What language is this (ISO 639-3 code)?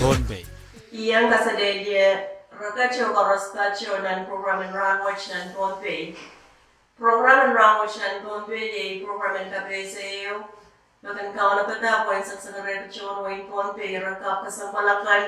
pon